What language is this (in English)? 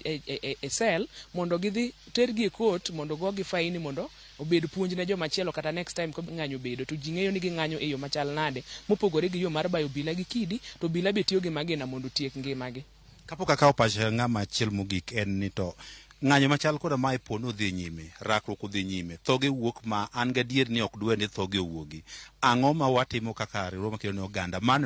Luo (Kenya and Tanzania)